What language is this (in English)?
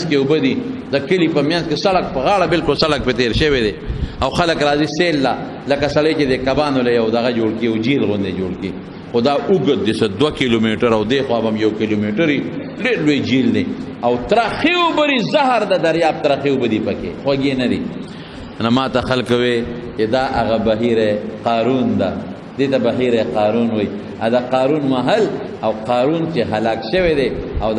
Pashto